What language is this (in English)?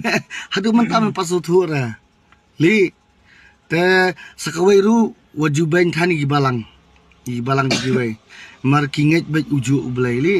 Khasi